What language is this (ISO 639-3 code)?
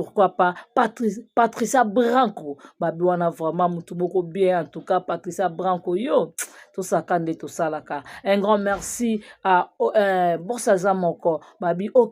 lin